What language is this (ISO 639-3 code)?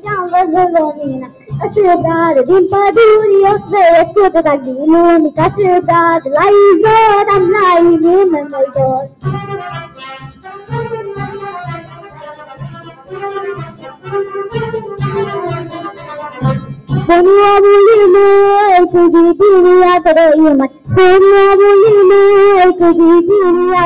ron